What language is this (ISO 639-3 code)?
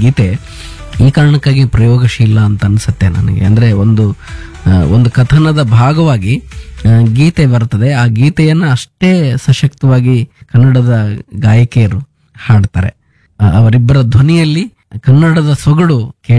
kan